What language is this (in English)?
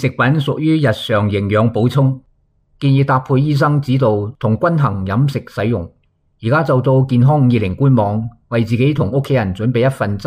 Cantonese